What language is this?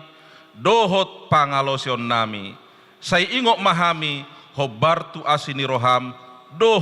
Batak Toba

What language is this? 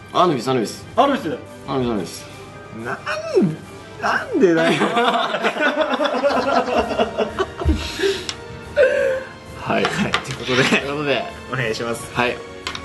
Japanese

